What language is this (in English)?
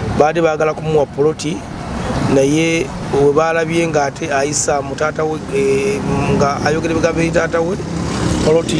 Ganda